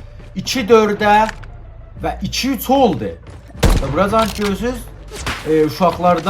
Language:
South Azerbaijani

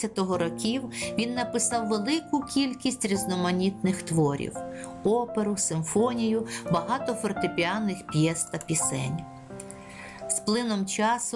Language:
Ukrainian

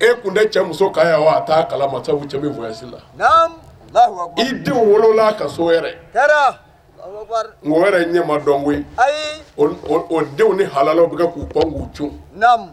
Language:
Bambara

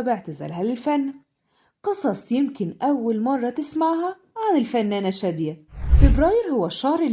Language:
Egyptian Arabic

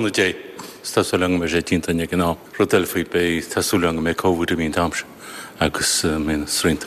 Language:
Irish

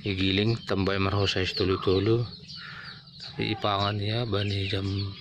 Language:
Batak Simalungun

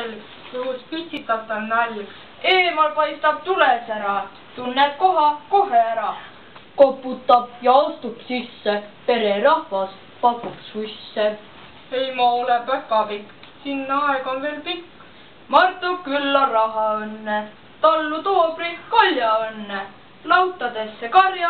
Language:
Estonian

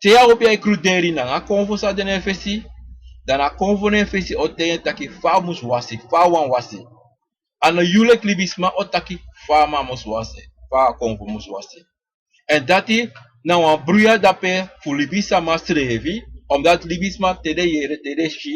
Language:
Sranan Tongo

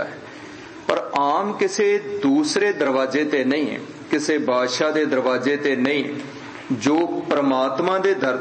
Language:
Punjabi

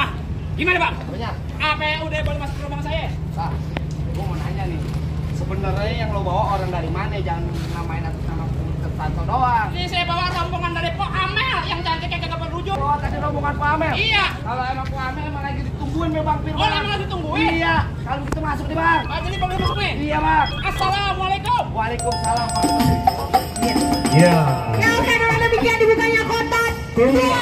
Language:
Betawi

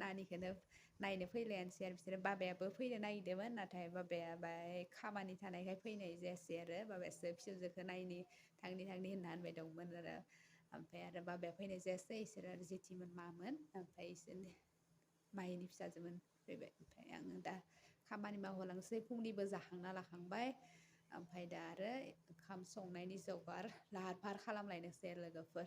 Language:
Bodo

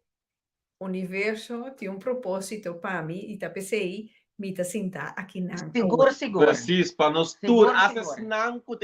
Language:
Papiamento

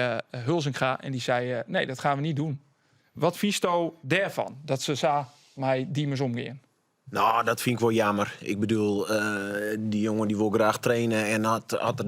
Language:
Western Frisian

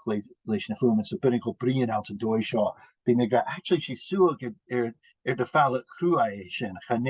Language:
Scottish Gaelic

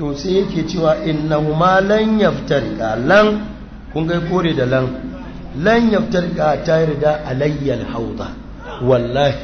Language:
Hausa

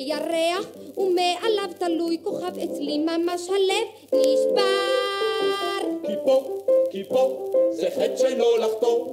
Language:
Hebrew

